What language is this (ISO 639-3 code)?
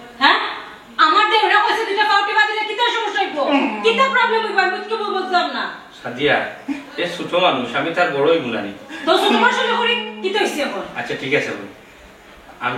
syl